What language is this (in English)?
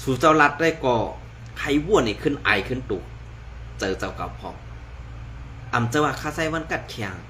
Shan